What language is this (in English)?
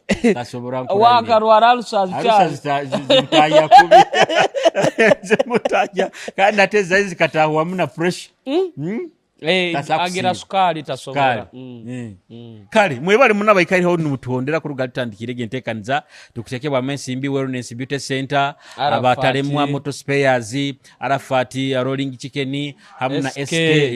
Nyoro